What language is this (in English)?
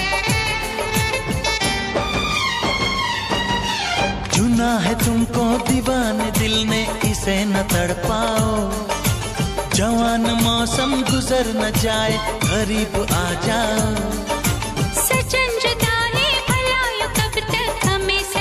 Hindi